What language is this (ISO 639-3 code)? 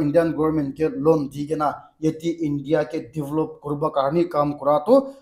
nag